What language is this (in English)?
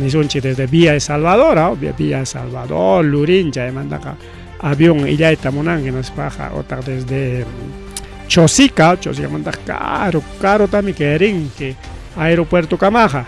Ayacucho Quechua